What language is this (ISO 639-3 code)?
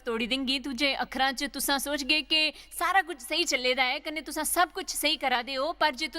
doi